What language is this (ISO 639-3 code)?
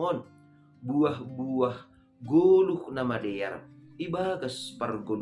bts